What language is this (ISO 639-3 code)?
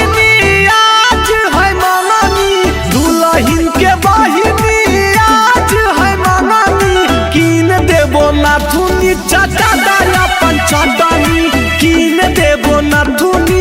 mag